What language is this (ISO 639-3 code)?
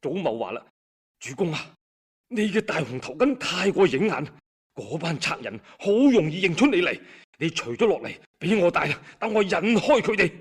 yue